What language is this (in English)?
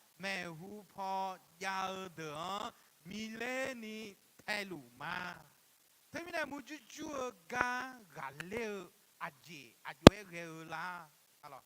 Akha